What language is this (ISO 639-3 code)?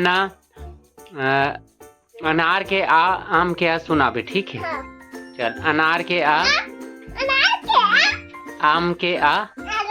hne